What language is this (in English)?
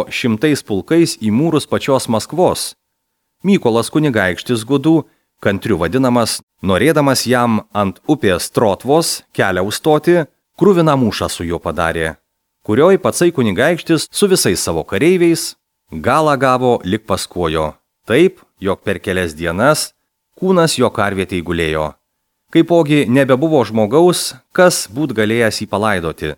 Lithuanian